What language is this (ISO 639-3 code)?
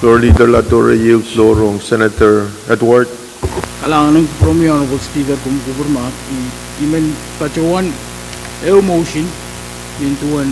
pon